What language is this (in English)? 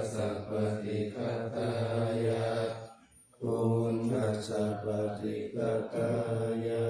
Pali